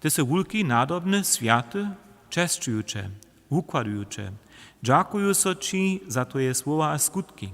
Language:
Upper Sorbian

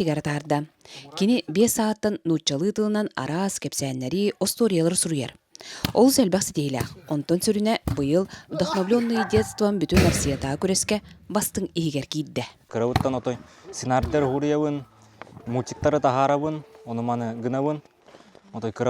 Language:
Yakut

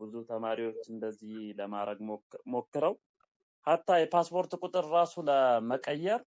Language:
Amharic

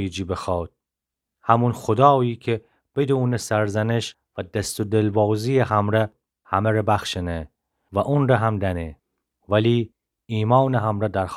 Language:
Gilaki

